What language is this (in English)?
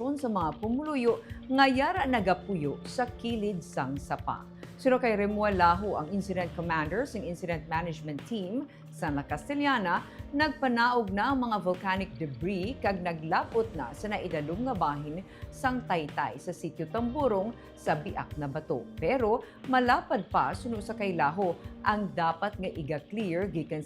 Hiligaynon